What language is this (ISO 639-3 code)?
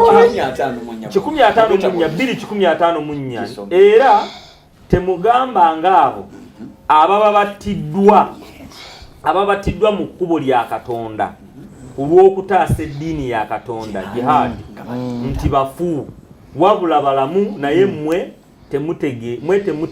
lug